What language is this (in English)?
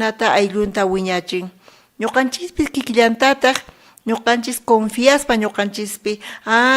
South Bolivian Quechua